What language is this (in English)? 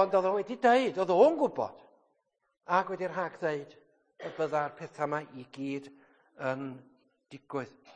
Welsh